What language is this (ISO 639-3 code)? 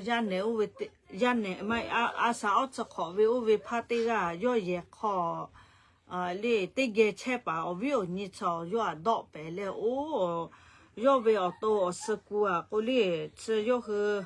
lhu